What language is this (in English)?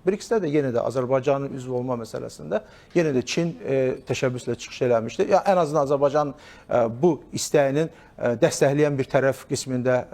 Azerbaijani